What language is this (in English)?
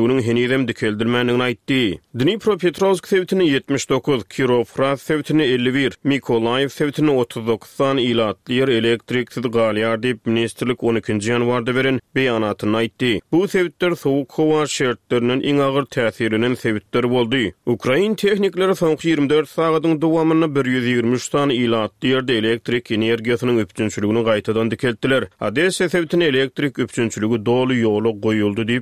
Turkmen